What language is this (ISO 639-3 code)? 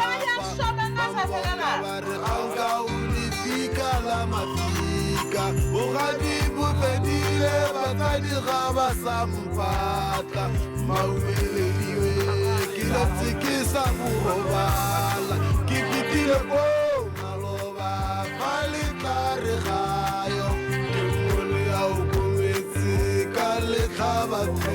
tsn